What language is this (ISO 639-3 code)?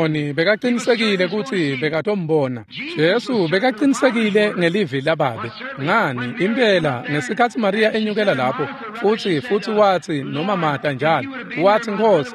ssw